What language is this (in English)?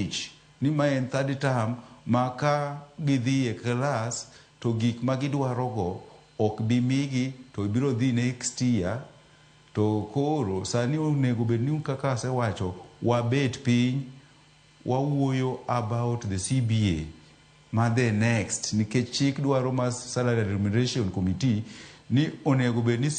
Luo (Kenya and Tanzania)